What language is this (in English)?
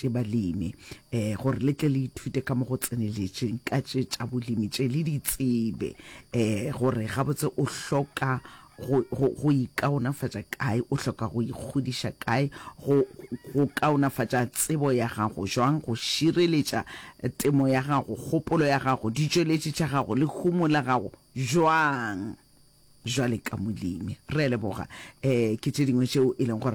Northern Sotho